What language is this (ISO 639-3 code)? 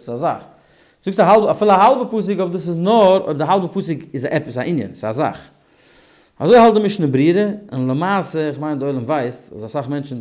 yid